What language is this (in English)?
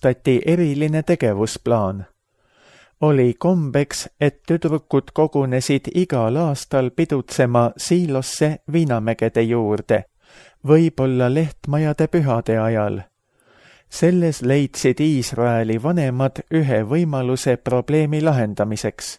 Estonian